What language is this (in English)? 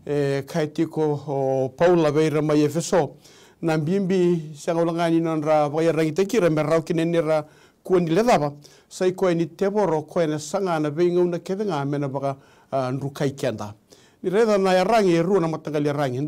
Fijian